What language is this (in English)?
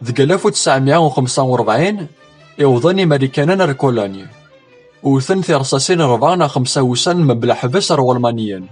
Kabyle